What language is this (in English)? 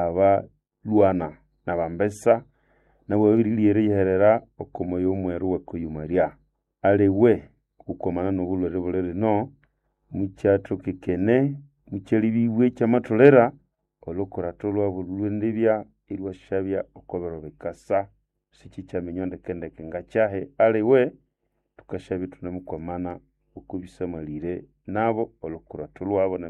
Nande